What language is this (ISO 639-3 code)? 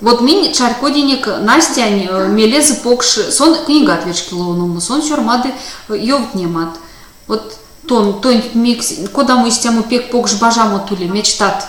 myv